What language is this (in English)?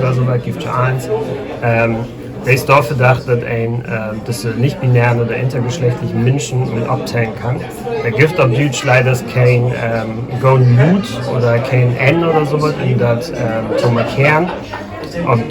Low German